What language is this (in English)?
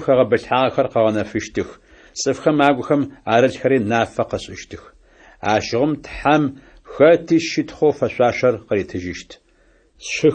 Adyghe